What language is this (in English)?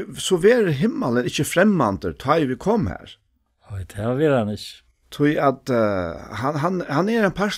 Faroese